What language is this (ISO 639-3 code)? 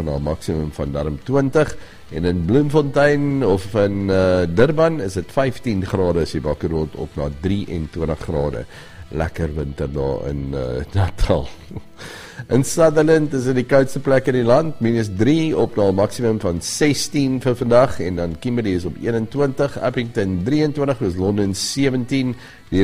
afr